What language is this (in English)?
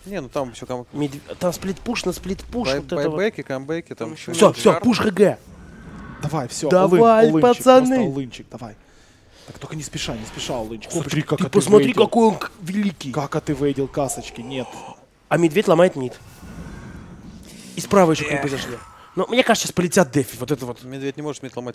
Russian